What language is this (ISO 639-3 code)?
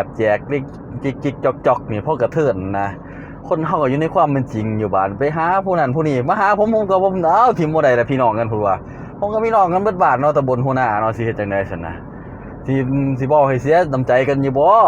lao